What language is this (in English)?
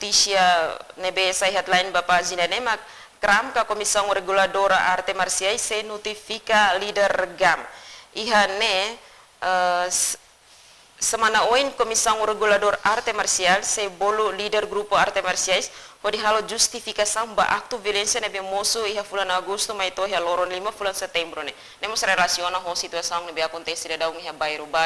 Tetum